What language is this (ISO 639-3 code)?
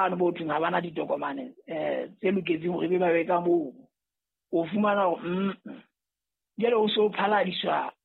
sot